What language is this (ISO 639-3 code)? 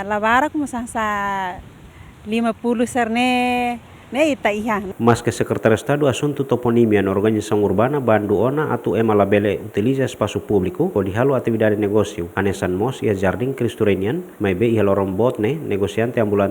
tet